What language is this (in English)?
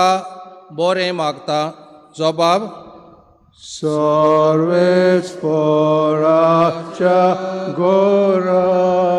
Konkani